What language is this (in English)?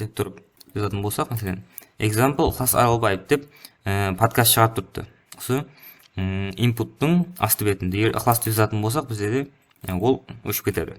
Kara-Kalpak